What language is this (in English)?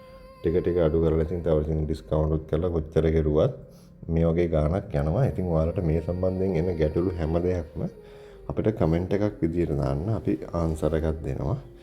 Sinhala